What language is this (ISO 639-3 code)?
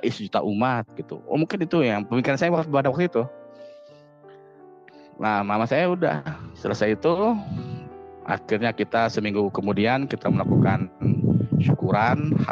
ind